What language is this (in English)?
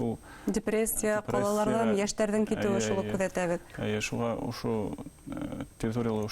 Bashkir